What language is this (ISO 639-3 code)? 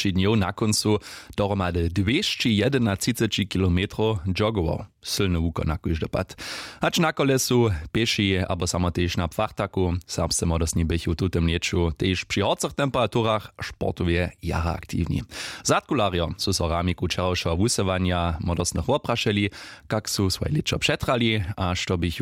hsb